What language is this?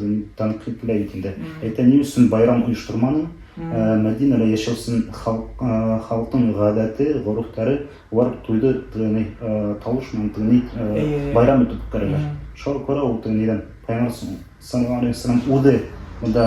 Bashkir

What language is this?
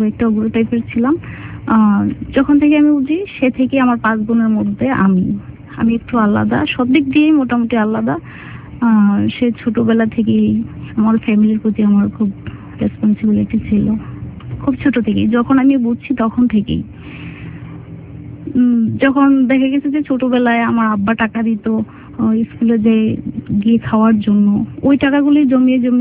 Bangla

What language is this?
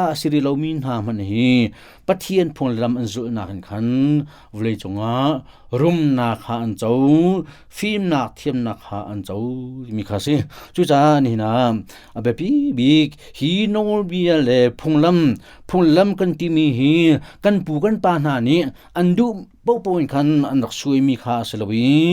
Hakha Chin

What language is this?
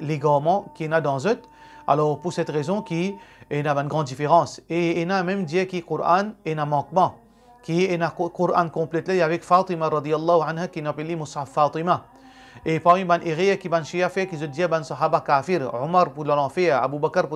Morisyen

